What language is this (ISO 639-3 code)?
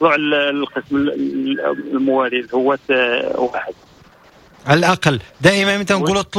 ary